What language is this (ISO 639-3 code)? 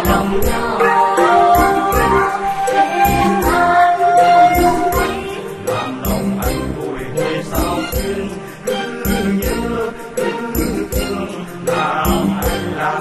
vie